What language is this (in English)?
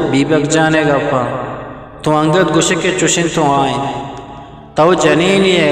Eastern Balochi